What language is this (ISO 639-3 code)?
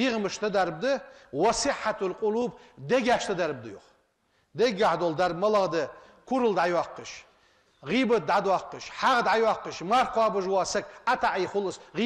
inh